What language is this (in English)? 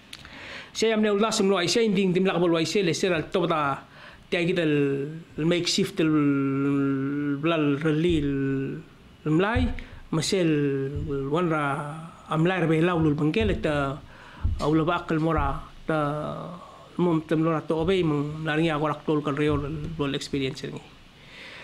Palauan